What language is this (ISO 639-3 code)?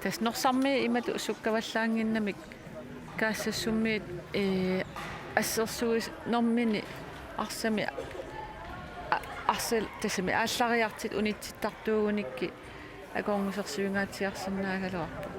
kal